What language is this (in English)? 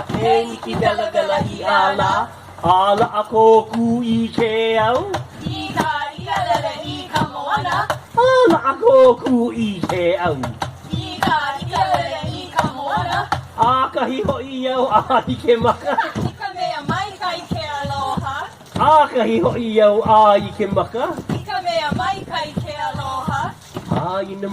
Hawaiian